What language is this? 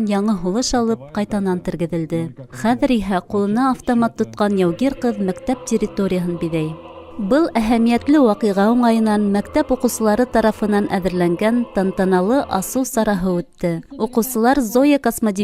Bashkir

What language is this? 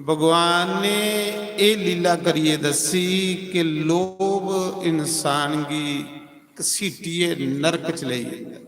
Dogri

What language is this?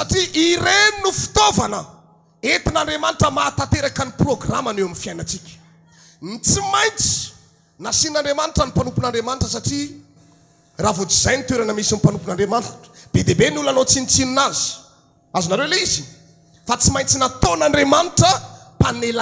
Malagasy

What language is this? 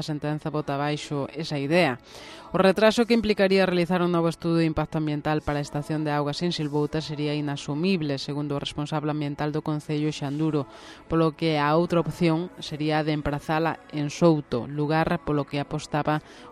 Galician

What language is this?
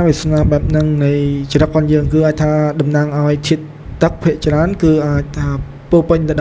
Khmer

